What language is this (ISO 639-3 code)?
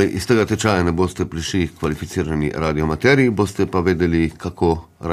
slv